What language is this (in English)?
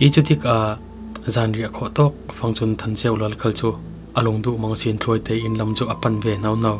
Falam Chin